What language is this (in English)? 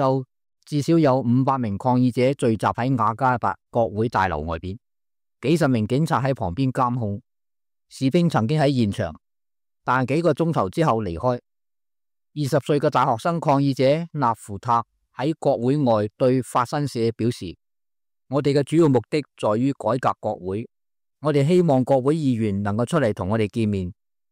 Cantonese